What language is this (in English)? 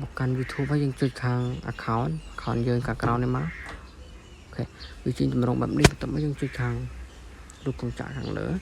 Khmer